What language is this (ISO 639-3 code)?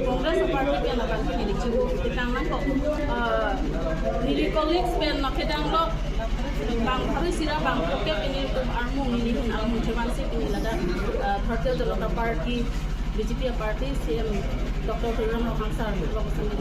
mjw